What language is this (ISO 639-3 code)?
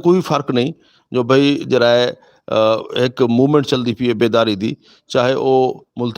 lah